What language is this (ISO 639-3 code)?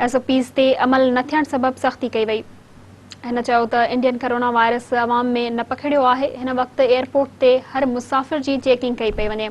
snd